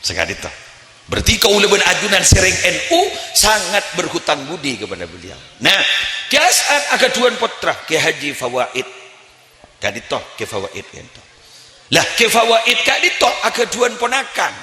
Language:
Madurese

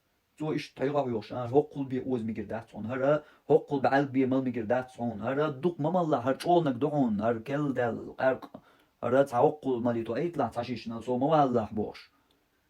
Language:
Chechen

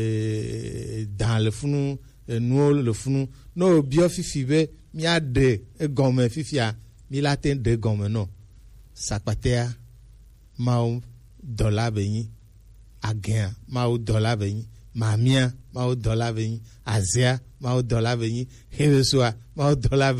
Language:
Gen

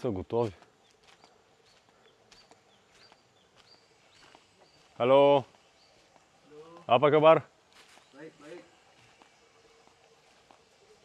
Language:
Bulgarian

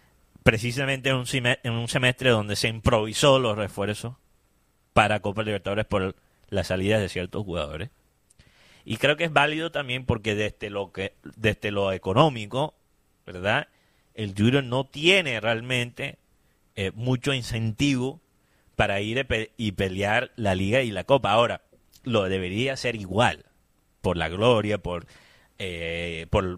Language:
Spanish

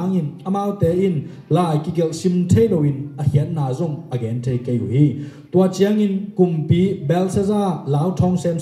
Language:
Tedim Chin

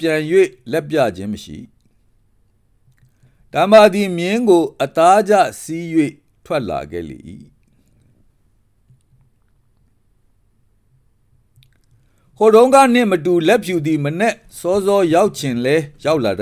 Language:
Burmese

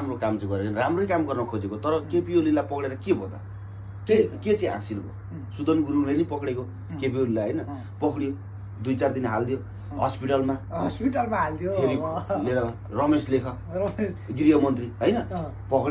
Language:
Nepali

